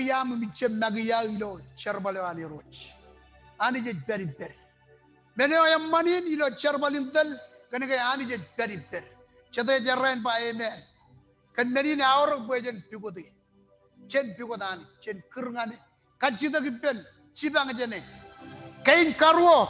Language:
Marshallese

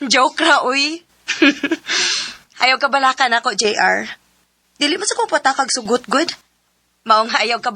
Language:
Cebuano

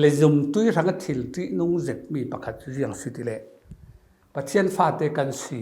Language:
Falam Chin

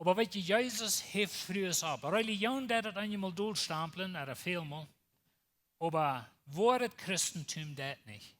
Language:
Plautdietsch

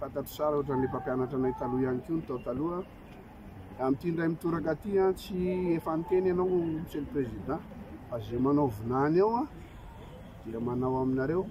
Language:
Malagasy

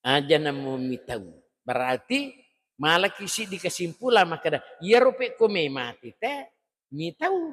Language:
Buginese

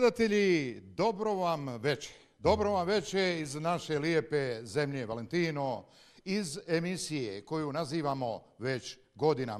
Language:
Bosnian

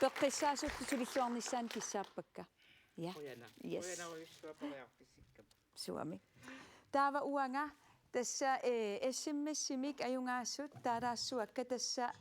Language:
Kalaallisut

